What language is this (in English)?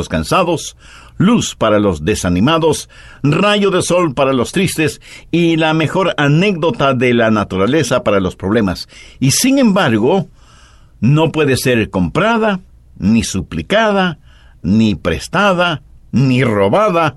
Spanish